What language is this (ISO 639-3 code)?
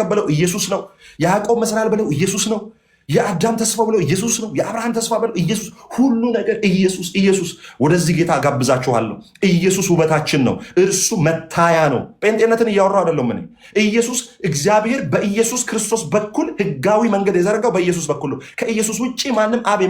amh